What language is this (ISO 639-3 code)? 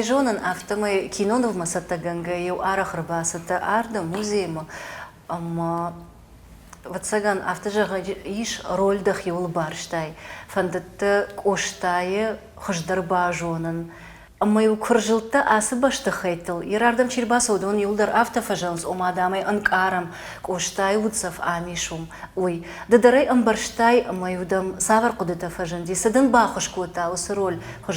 oss